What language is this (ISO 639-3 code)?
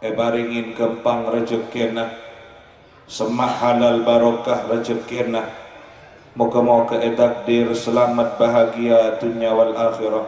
mad